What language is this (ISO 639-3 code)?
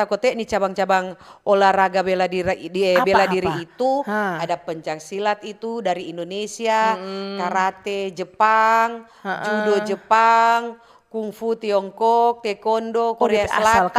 xmm